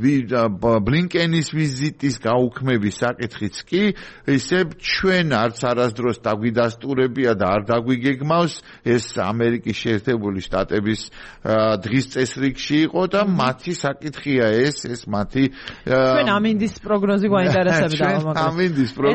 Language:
Georgian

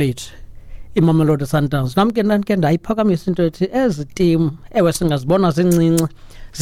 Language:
Xhosa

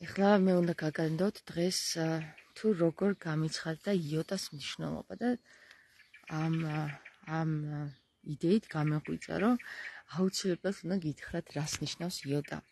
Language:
Georgian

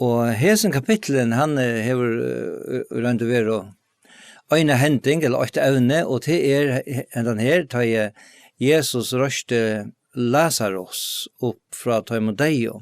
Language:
Faroese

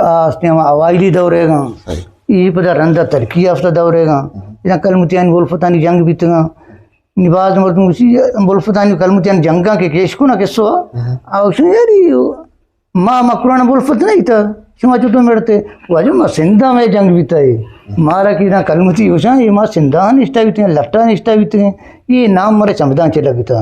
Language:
Eastern Balochi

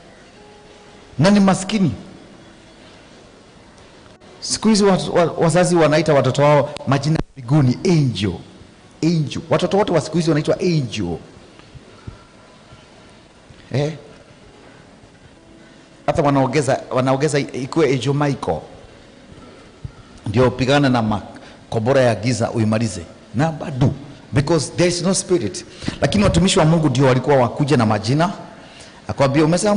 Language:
Swahili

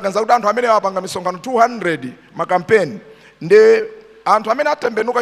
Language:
Nyanja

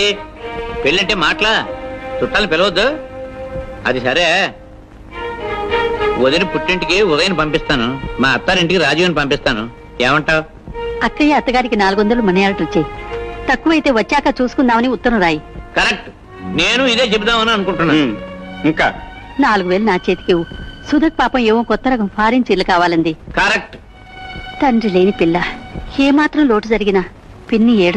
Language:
Telugu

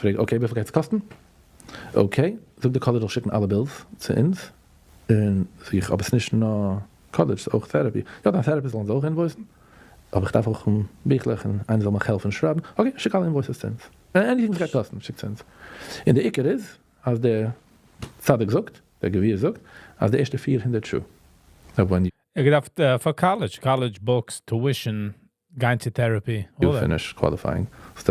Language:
Yiddish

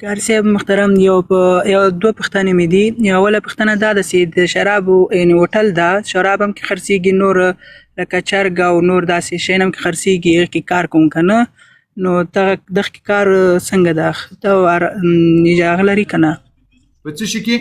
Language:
Pashto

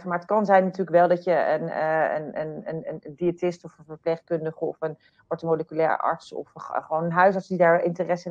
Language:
Dutch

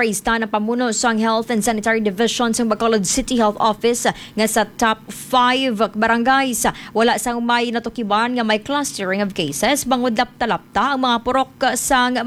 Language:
Hiligaynon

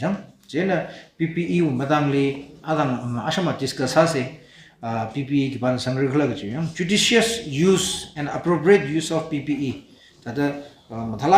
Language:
Tangkhul Naga (India)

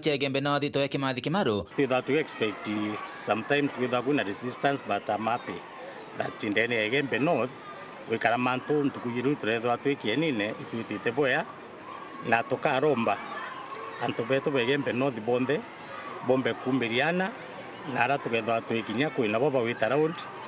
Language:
Meru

